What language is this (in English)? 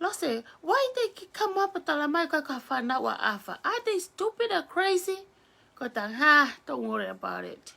Tongan